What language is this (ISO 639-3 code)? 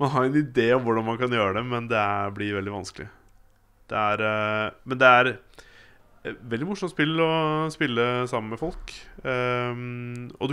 nor